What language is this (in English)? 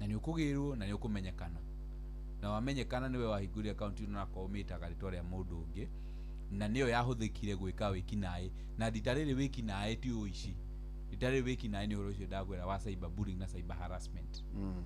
Kikuyu